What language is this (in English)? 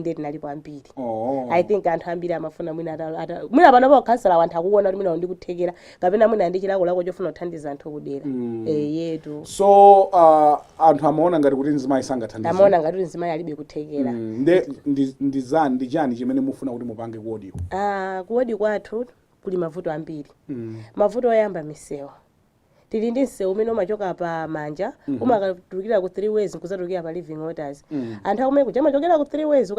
Nyanja